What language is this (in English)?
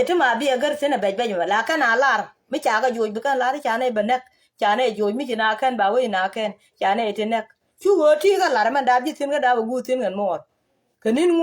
Nuer